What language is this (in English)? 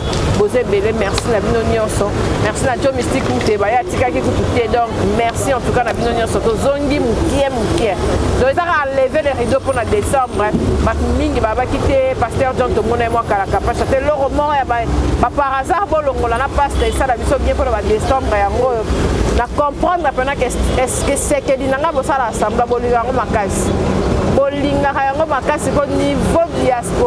Lingala